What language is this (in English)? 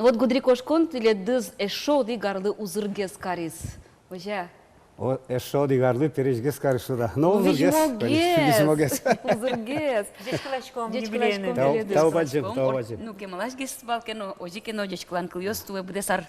Udmurt